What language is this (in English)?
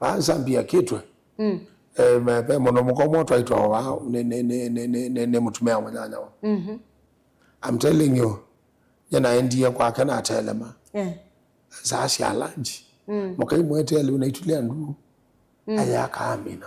Kamba